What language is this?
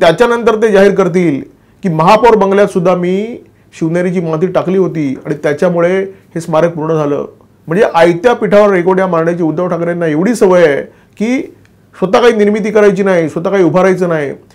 Marathi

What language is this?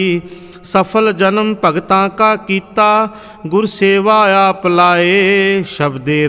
Punjabi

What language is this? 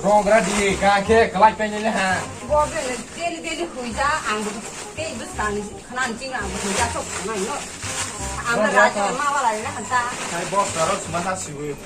Kok Borok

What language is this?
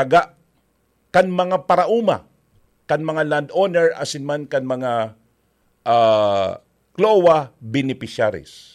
Bikol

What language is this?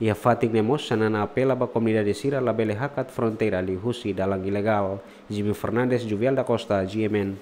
Tetum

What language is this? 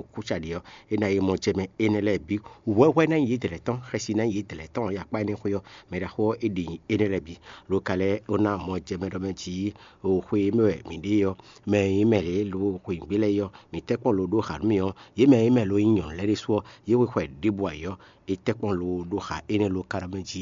Fon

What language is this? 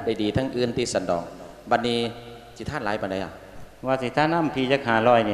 Lao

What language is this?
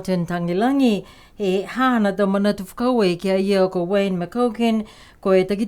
Niuean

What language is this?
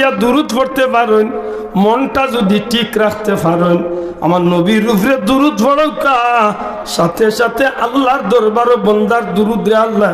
Sylheti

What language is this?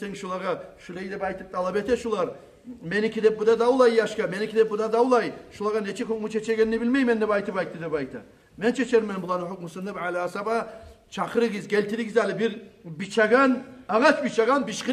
Kumyk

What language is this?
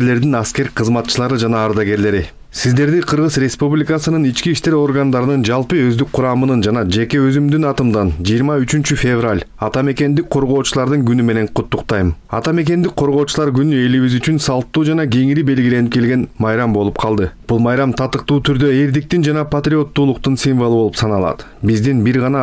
Kyrgyz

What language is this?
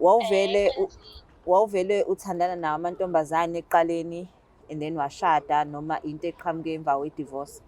Zulu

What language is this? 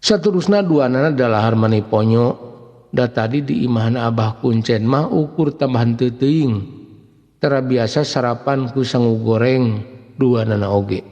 Sundanese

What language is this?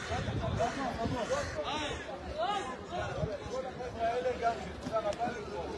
Hebrew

